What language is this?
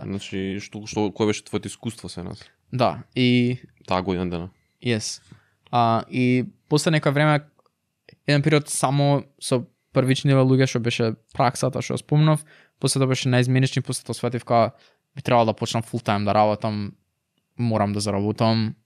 Macedonian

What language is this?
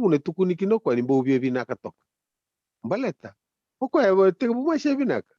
Fijian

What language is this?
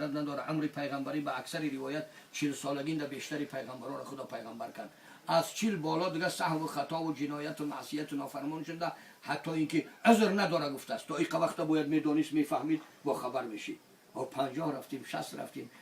Tajik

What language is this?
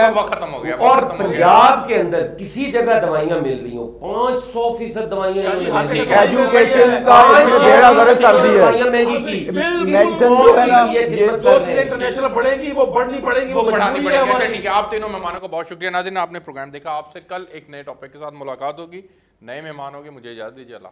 Urdu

